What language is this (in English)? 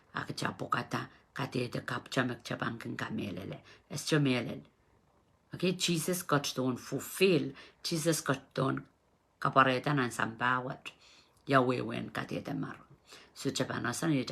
Pohnpeian